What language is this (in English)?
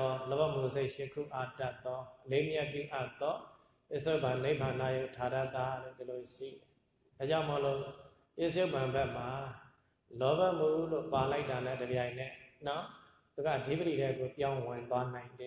Burmese